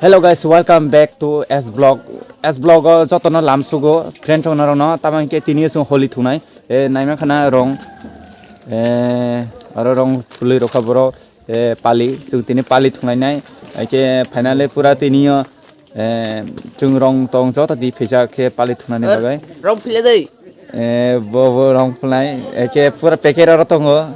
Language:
Kok Borok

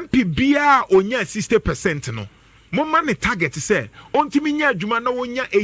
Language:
Akan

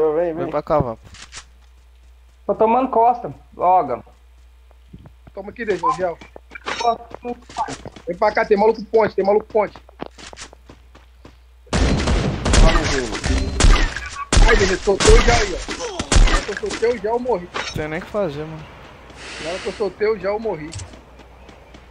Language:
Portuguese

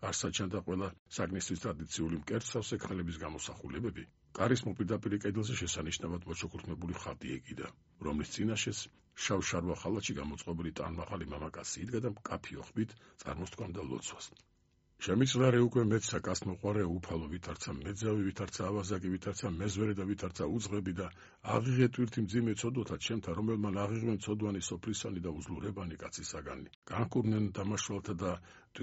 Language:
Georgian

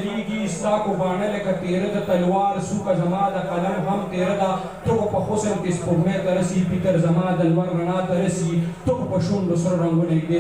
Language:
Pashto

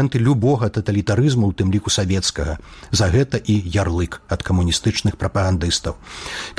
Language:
Belarusian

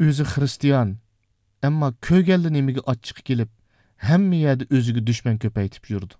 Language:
Uyghur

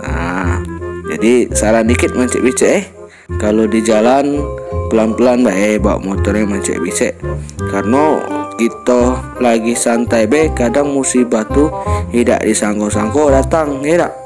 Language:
Musi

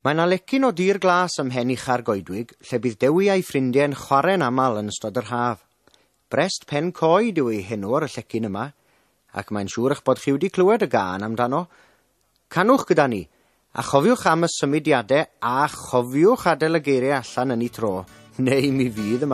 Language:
Welsh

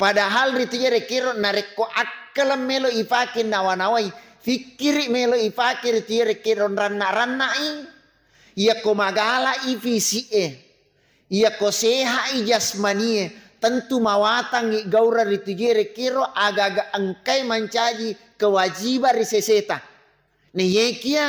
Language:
Buginese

